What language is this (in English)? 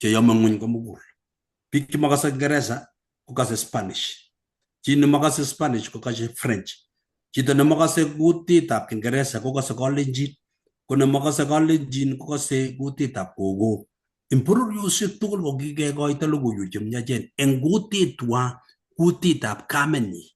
Kalenjin